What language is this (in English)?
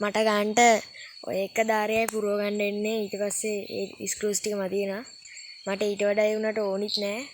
Sinhala